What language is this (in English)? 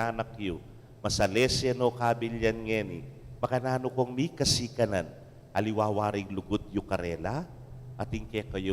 Pampanga